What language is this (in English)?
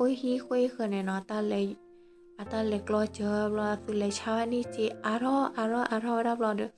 S'gaw Karen